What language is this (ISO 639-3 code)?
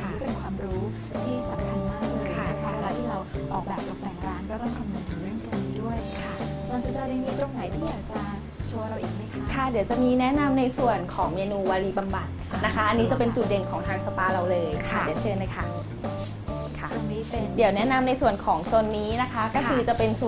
tha